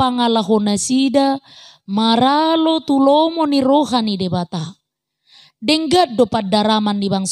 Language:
Batak Toba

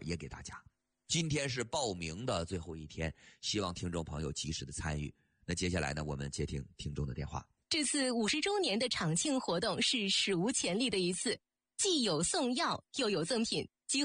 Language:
Chinese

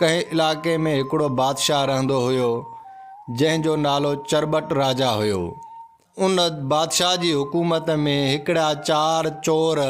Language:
Sindhi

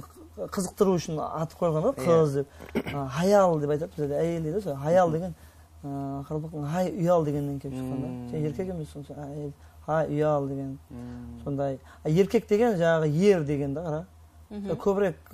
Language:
Kara-Kalpak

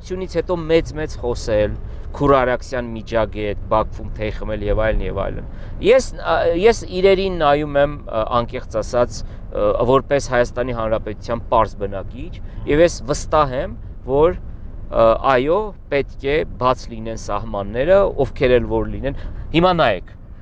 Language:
Armenian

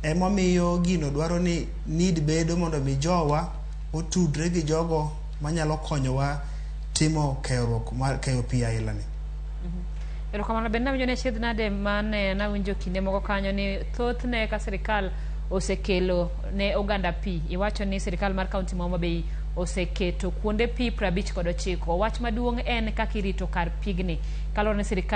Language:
Luo (Kenya and Tanzania)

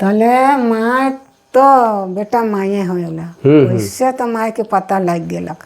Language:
Sadri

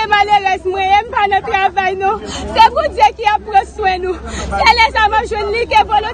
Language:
Haitian Creole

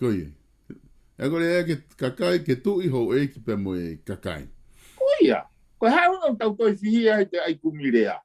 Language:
Tongan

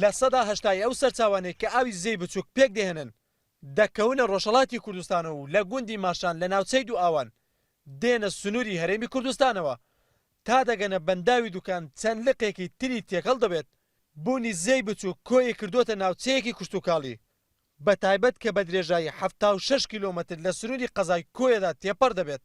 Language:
Central Kurdish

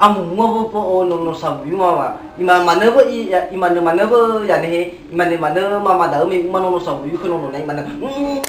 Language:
Nias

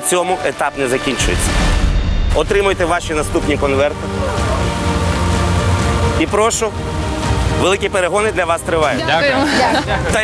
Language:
Ukrainian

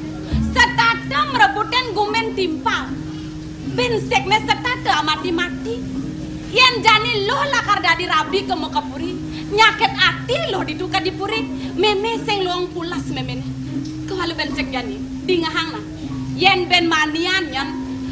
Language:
Balinese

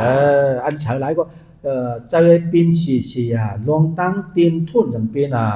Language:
Shan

